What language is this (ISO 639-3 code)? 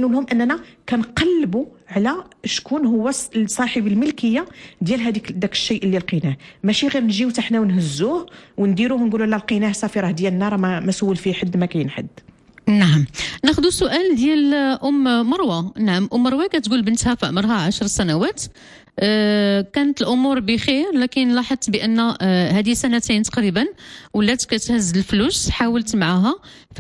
ary